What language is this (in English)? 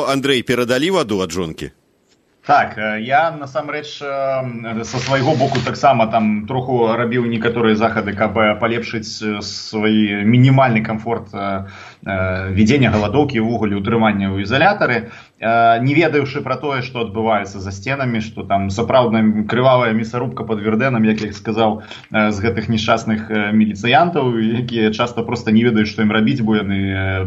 Belarusian